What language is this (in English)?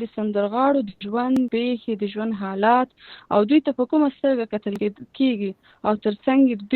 Pashto